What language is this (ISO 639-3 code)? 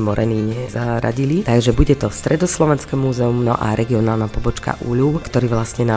slk